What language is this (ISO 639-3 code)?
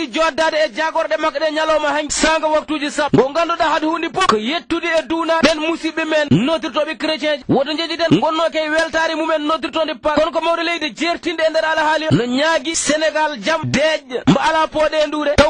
ful